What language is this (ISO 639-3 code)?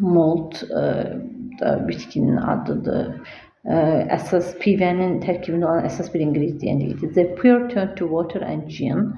aze